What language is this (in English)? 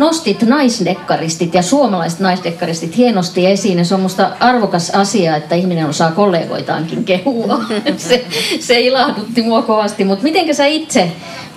Finnish